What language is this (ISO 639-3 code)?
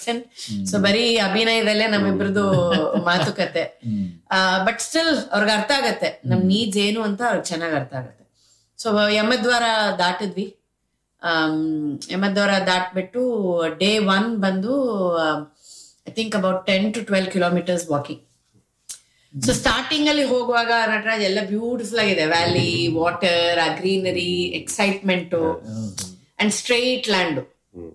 kan